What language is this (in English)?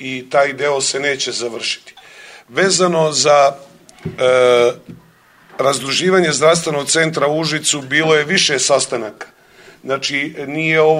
Serbian